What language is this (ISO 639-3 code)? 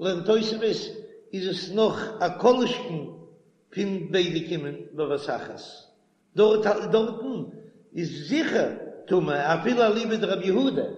yid